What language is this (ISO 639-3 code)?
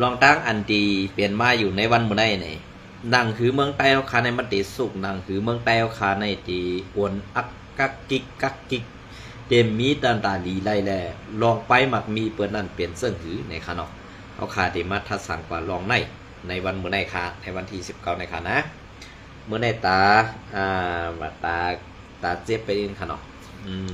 shn